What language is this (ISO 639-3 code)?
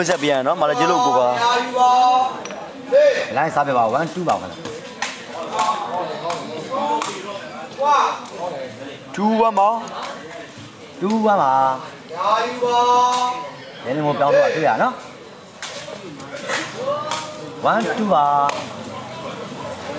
mya